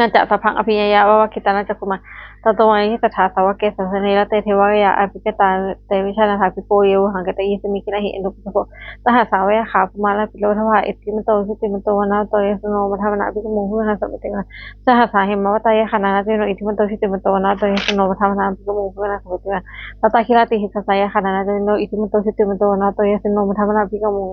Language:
Pali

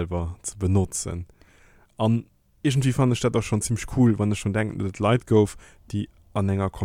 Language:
Luxembourgish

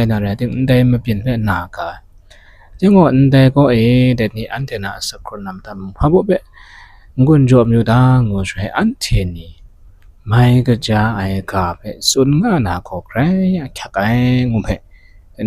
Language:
Kachin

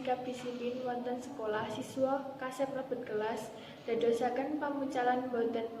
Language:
Javanese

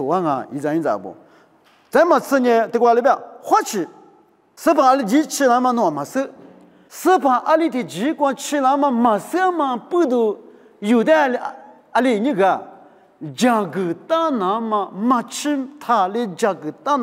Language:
Lisu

